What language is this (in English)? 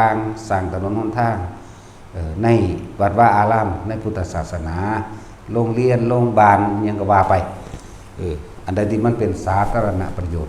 Northeastern Thai